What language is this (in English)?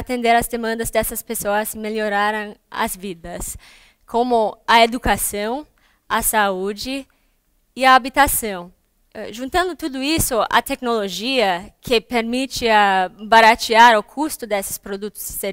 Portuguese